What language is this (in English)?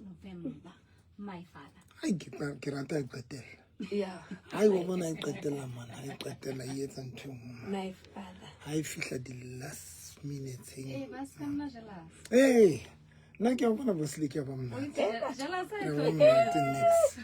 Southern Sotho